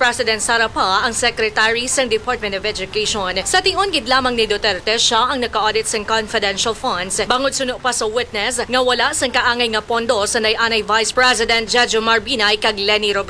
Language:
Hiligaynon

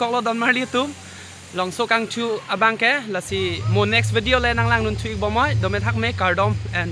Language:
Karbi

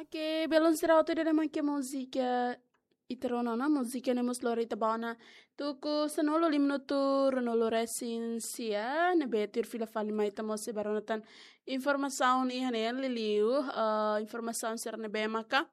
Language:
Tetum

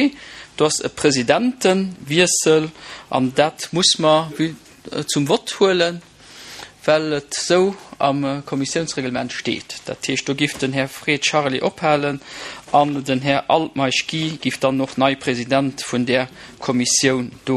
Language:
Luxembourgish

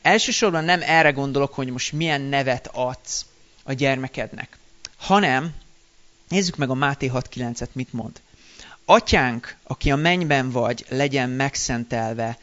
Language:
Hungarian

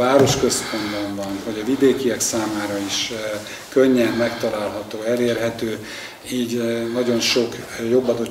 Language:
Hungarian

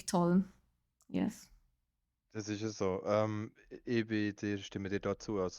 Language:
Swiss German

